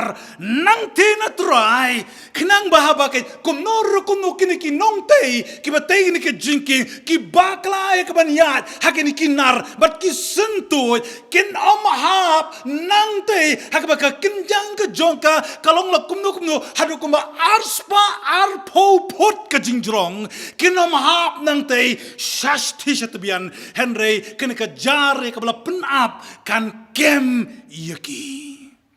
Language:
Khasi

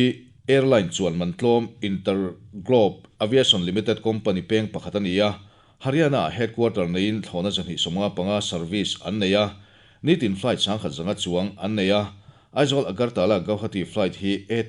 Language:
Mizo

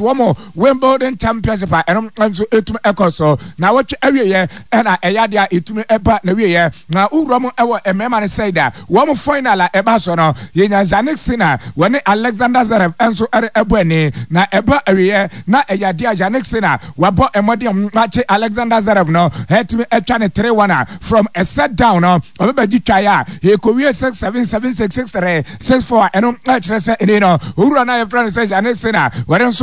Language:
Akan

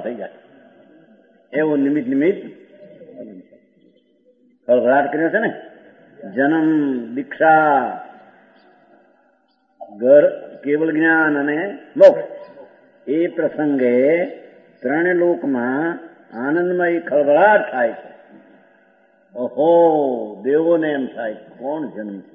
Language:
Gujarati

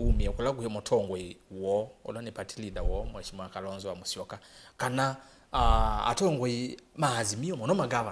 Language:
Kamba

